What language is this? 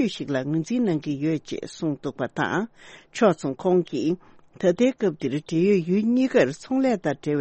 Tibetan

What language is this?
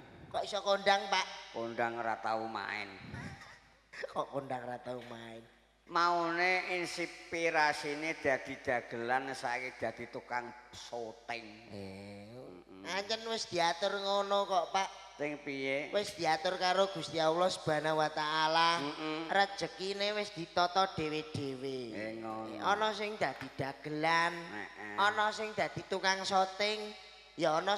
Javanese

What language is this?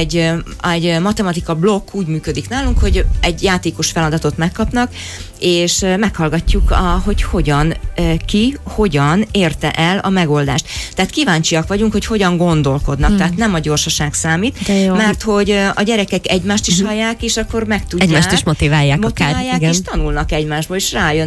Hungarian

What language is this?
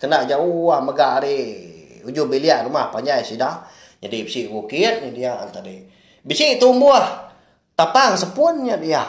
Iban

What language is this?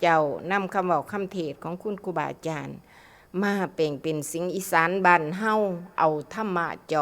Northeastern Thai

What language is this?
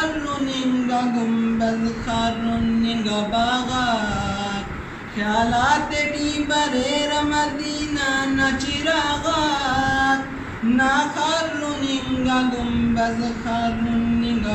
Brahui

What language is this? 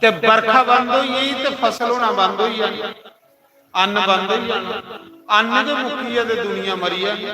Dogri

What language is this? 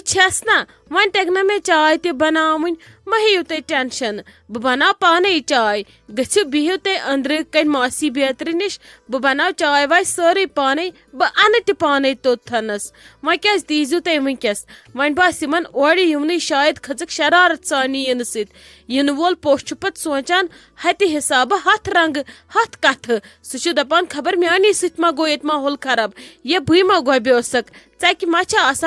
Kashmiri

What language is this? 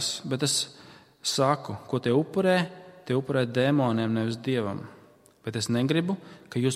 Latvian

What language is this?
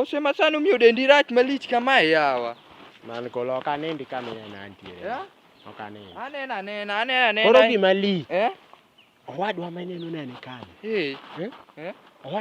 Luo (Kenya and Tanzania)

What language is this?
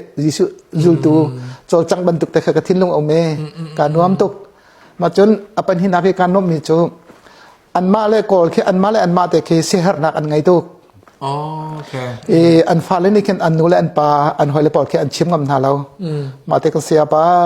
Hakha Chin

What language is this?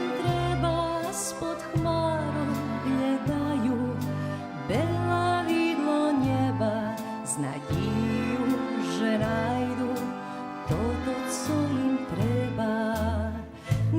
Rusyn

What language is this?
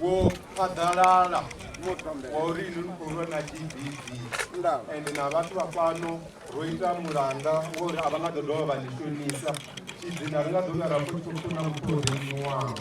Venda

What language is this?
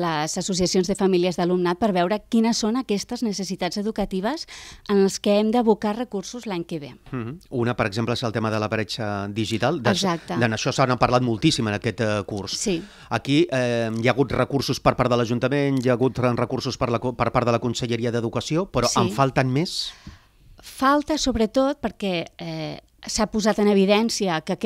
Catalan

